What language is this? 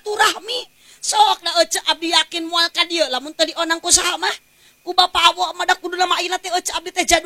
Sundanese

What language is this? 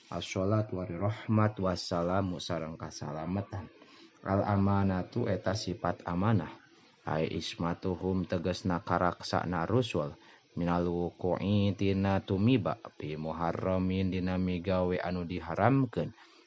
Sundanese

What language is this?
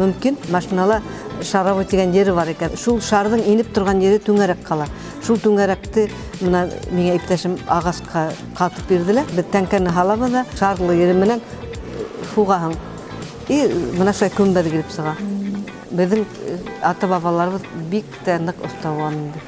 Bashkir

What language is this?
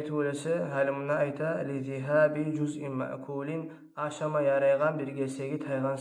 Kumyk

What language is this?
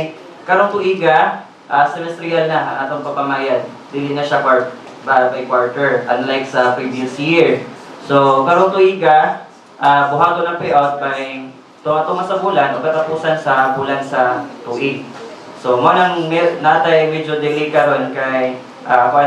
Cebuano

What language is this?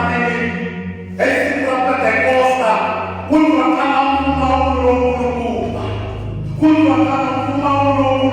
Tsonga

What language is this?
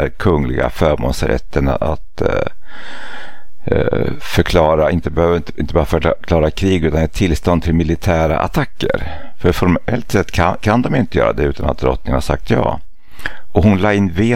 Swedish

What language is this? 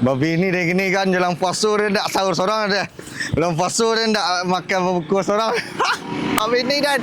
Minangkabau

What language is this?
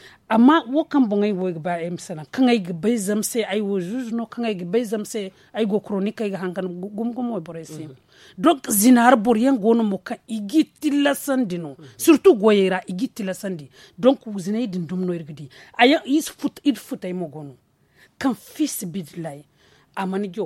Zarma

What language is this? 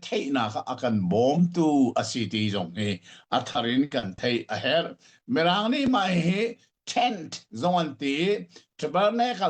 Hakha Chin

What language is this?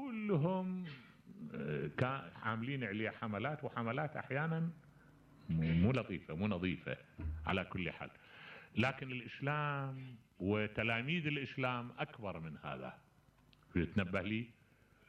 Mesopotamian Arabic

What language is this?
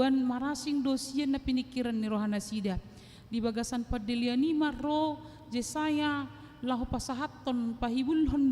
Batak Toba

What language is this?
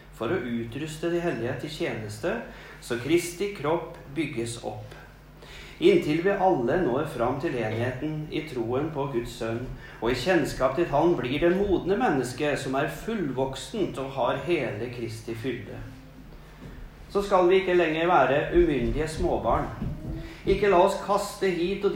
Norwegian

